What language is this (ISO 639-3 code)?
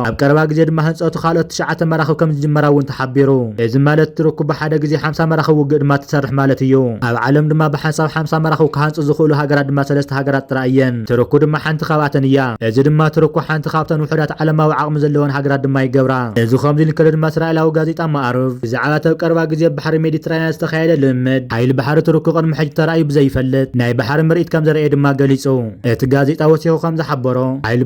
tir